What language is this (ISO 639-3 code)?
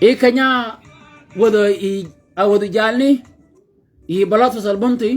shk